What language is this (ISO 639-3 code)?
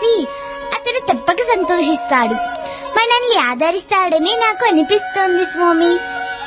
tel